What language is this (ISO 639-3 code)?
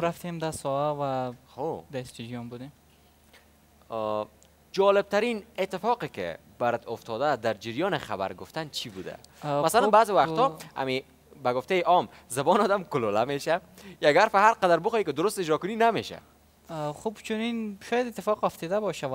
fas